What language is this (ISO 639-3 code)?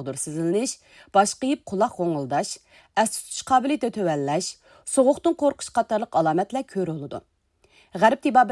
uig